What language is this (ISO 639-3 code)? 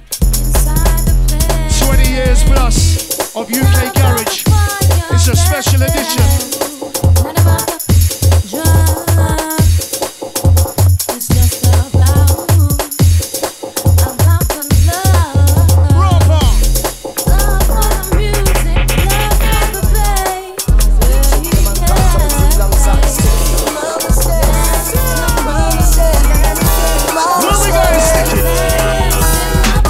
eng